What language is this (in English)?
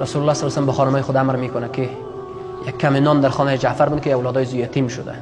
Persian